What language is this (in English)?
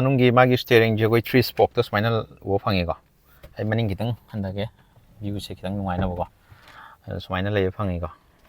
Manipuri